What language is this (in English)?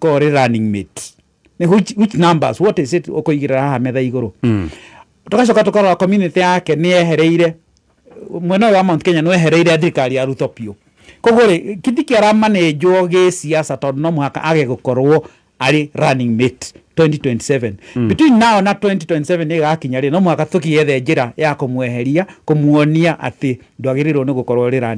Kikuyu